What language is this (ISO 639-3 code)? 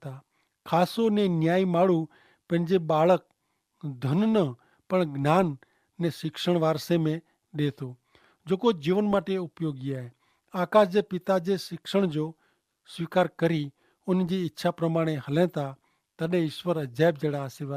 kfr